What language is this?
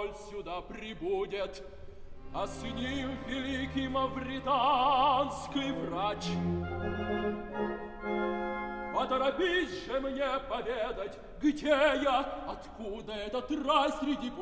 Russian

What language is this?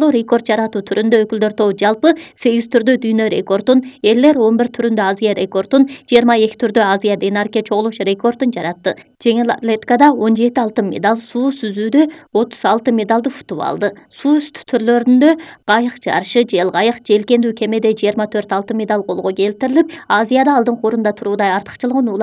Kyrgyz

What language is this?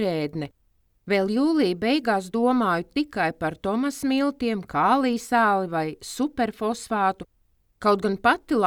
Latvian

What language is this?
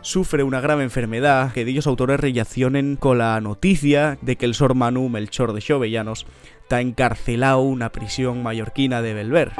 Asturian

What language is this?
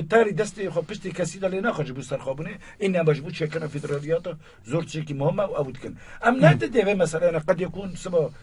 Kurdish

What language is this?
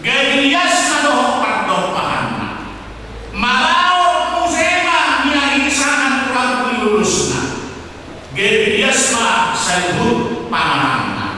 Batak Toba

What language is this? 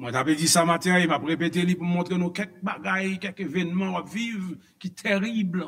Haitian Creole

